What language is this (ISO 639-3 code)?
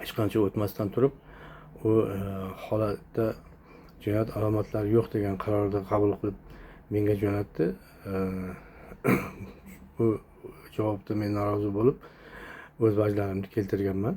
uzb